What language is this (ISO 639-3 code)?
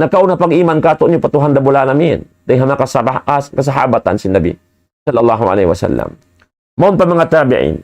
tsg